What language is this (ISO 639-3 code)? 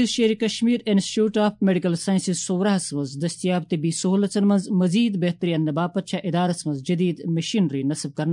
kas